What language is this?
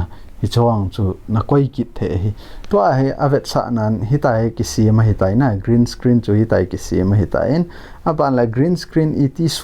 Thado Chin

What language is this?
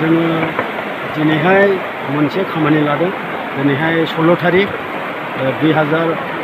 Bodo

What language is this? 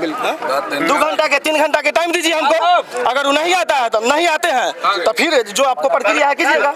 Maithili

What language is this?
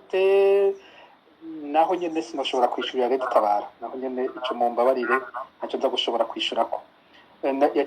Rundi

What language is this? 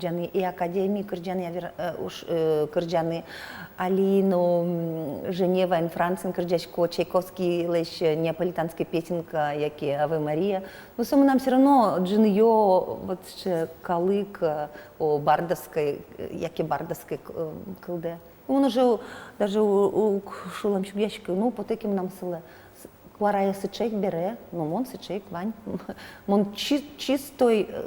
Udmurt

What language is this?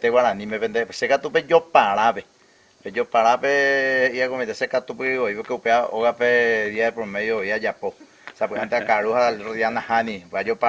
Guarani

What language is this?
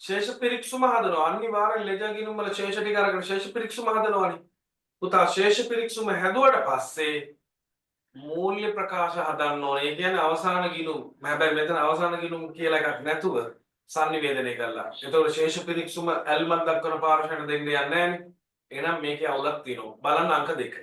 Sinhala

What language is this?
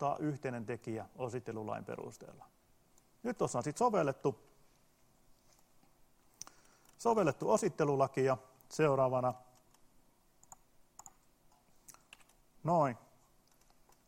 Finnish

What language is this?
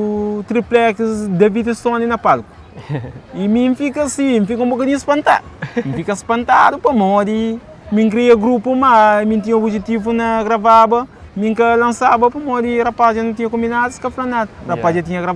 Kabuverdianu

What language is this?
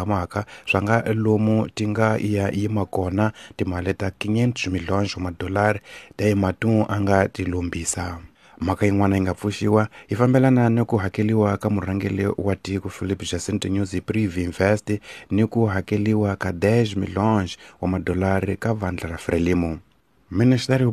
Tsonga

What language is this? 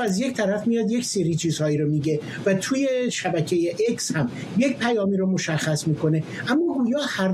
Persian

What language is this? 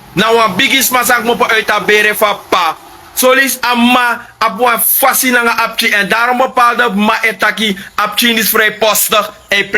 Sranan Tongo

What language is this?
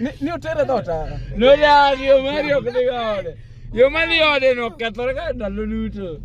Luo (Kenya and Tanzania)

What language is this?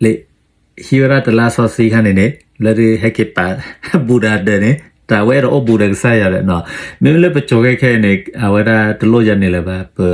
S'gaw Karen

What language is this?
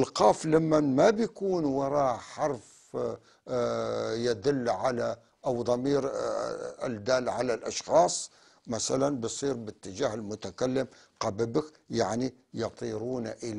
North Levantine Arabic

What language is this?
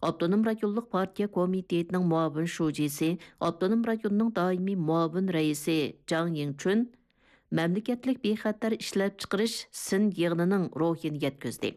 Uyghur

